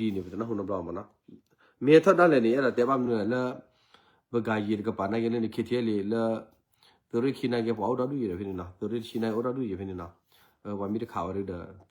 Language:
S'gaw Karen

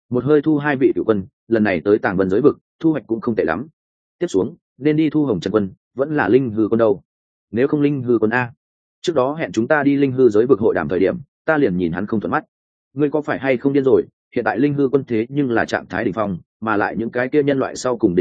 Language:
Vietnamese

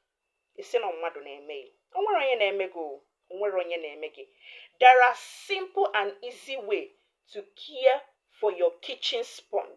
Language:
Igbo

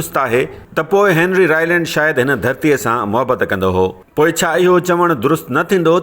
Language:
Sindhi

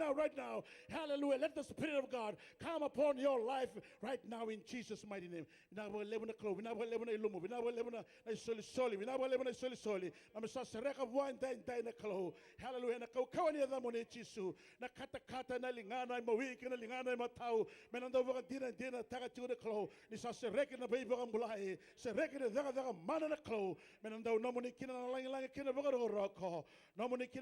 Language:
Fijian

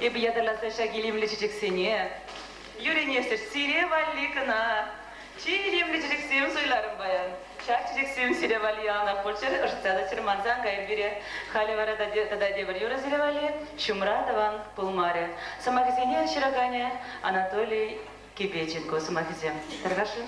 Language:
Chuvash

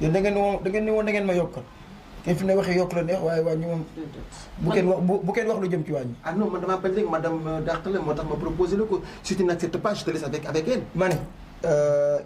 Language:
Wolof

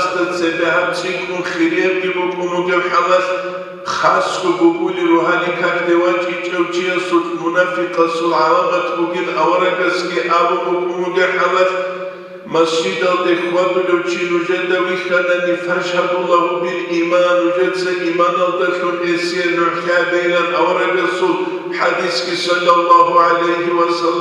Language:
Avaric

